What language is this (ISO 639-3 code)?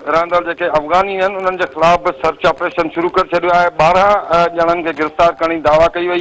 snd